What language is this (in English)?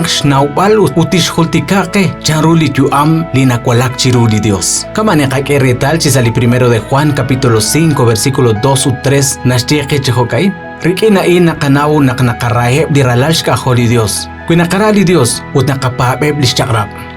Kekchí